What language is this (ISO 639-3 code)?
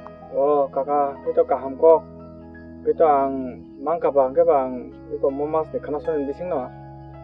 trp